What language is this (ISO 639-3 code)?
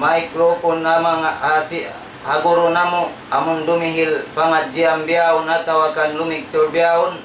tsg